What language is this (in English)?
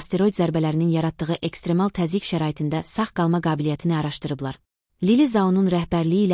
Azerbaijani